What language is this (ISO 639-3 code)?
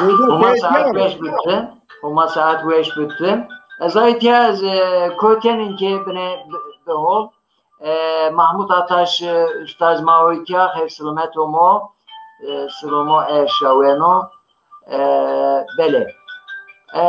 zza